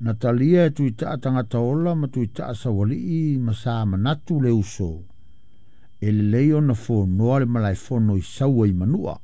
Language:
Samoan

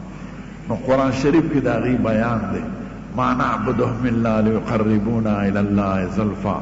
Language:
Pashto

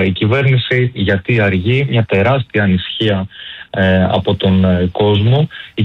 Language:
Greek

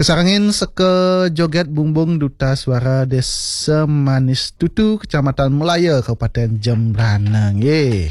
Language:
Balinese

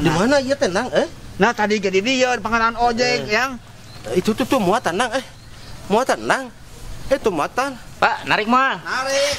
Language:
Sundanese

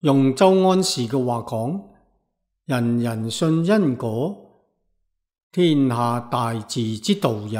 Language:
Cantonese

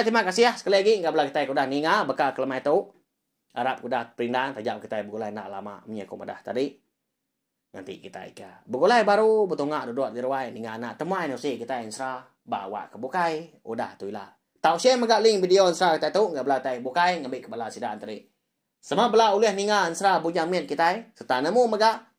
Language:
Iban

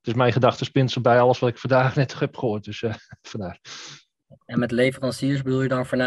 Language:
Dutch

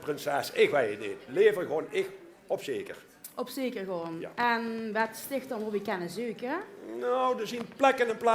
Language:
Limburgish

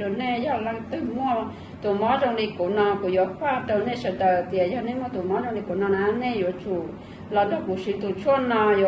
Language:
Hmong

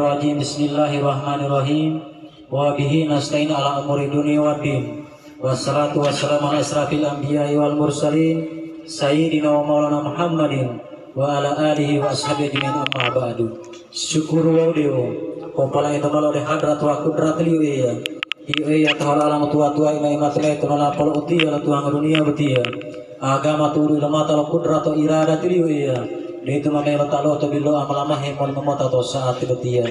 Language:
Gorontalo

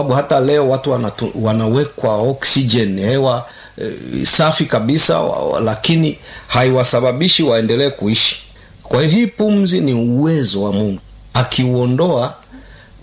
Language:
Swahili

